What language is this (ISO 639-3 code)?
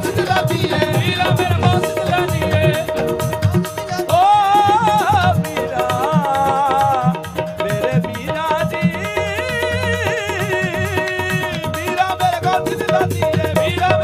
pan